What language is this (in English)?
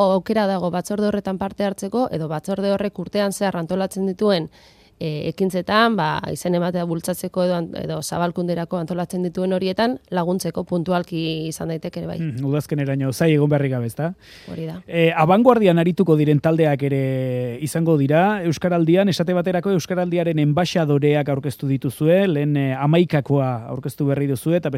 Basque